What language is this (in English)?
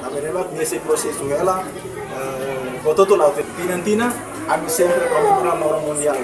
Tetum